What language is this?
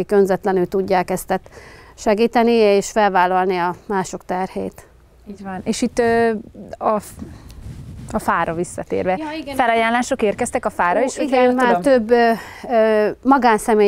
Hungarian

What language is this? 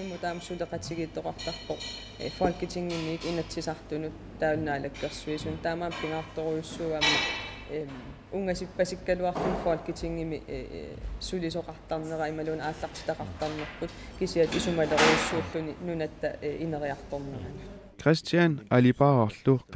Kalaallisut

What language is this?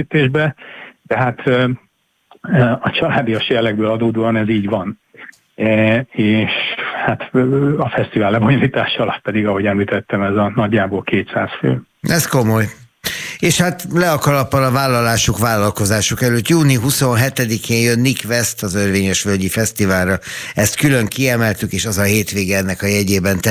Hungarian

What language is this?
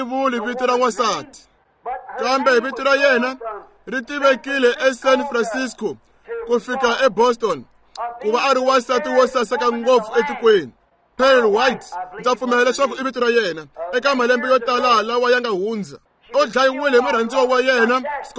Tsonga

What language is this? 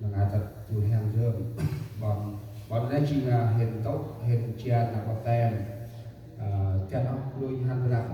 Central Mnong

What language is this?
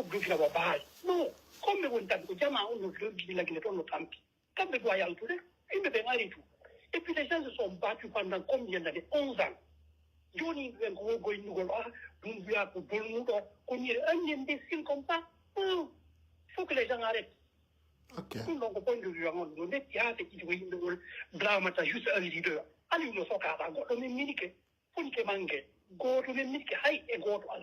Pular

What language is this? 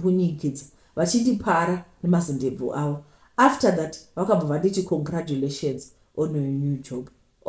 Shona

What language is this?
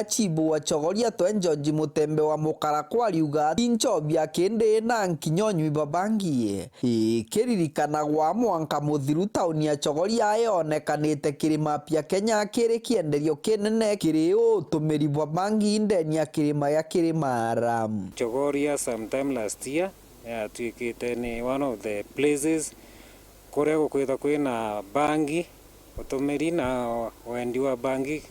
Meru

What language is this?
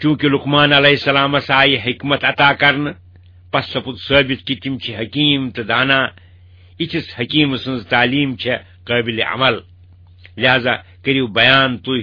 Kashmiri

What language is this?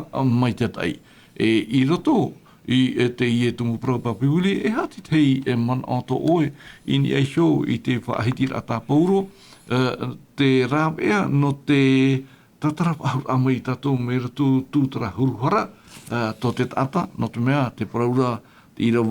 Tahitian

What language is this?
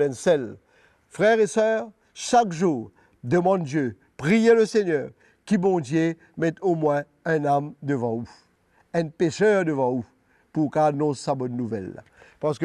Morisyen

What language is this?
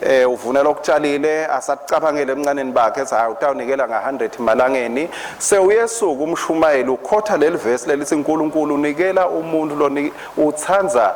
Swati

